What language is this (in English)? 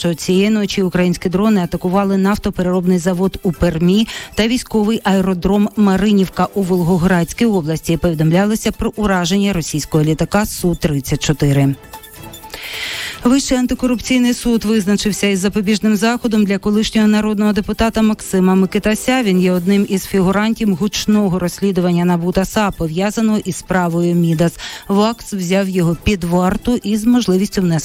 Ukrainian